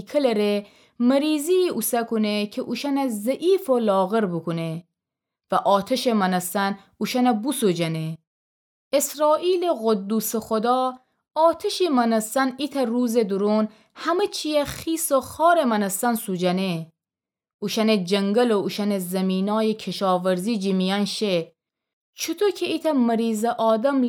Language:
Gilaki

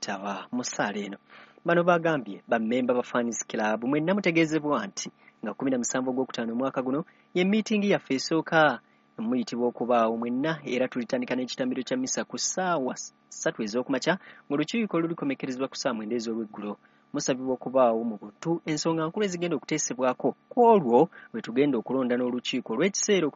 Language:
Ganda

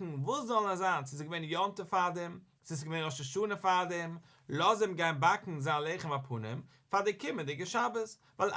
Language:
Yiddish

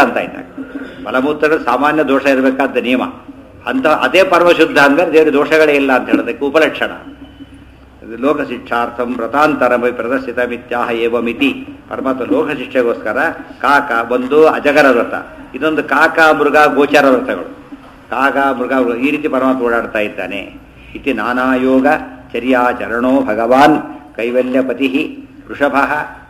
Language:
Kannada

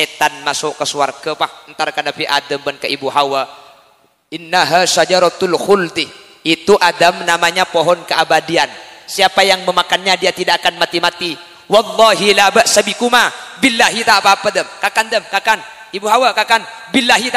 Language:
Madurese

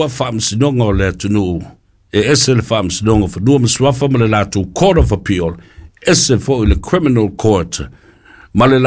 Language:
Samoan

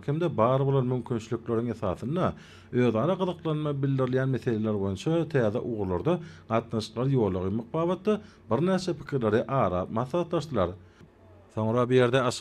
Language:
Turkmen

